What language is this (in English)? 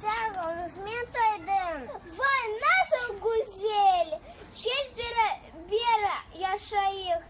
Crimean Tatar